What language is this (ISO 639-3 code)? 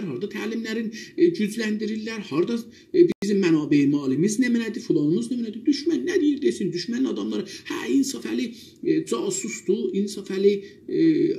azb